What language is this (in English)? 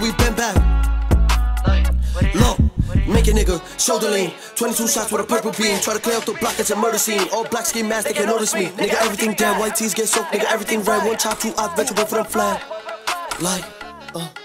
English